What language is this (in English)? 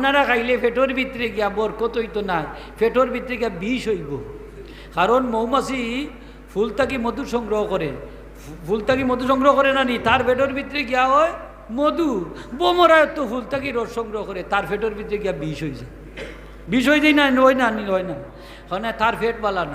Sylheti